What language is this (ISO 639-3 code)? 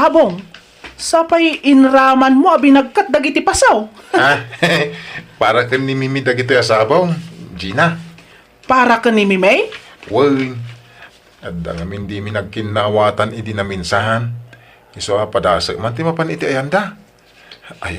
ilo